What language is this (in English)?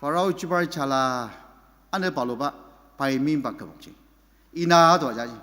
Ao Naga